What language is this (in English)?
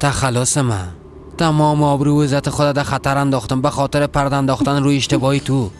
Persian